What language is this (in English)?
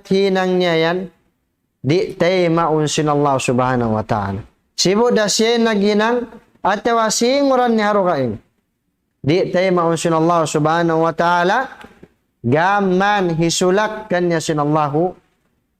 Tausug